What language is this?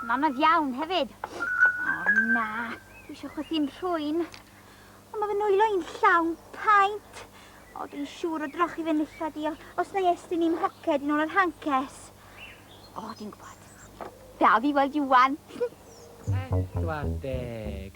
Welsh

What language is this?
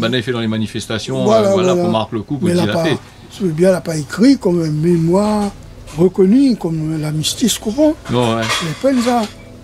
Réunion Creole French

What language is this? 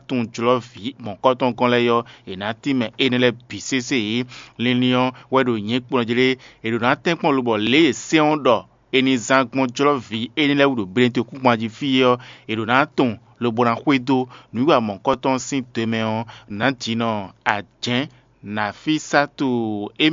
Fon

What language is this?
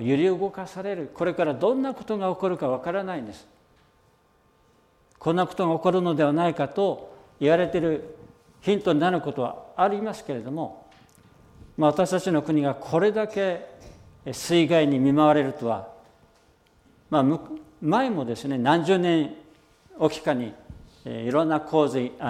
Japanese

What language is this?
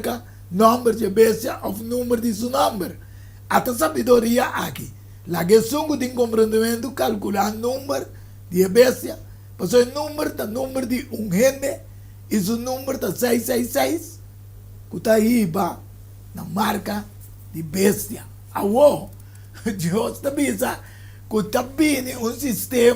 Papiamento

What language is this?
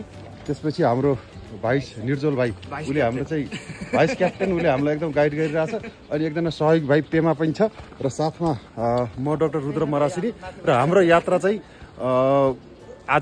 Nepali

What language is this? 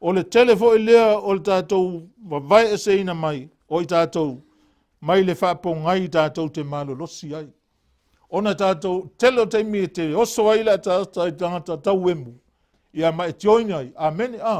Samoan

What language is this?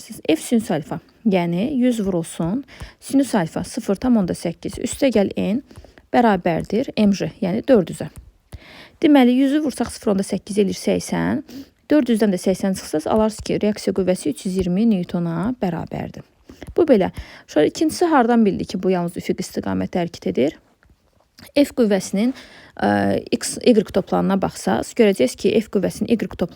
Azerbaijani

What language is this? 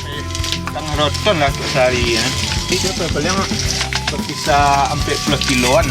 Minangkabau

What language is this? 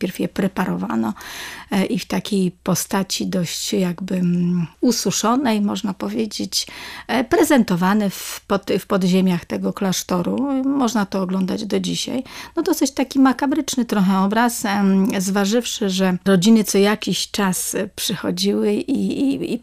Polish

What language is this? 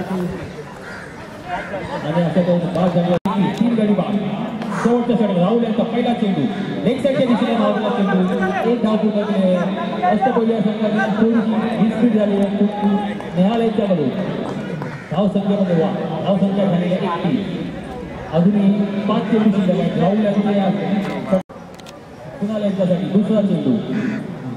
Marathi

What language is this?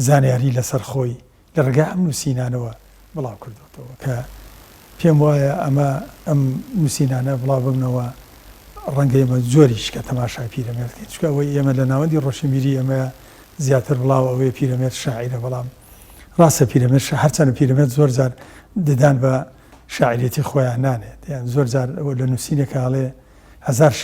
Central Kurdish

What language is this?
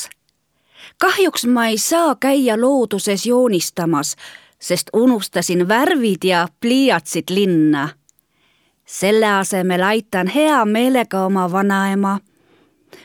Estonian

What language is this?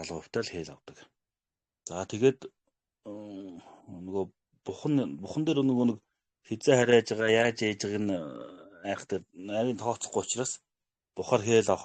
Mongolian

